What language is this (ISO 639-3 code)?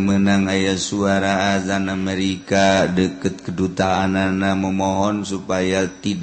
sun